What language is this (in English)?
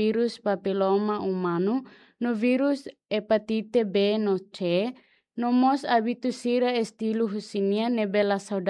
Tetum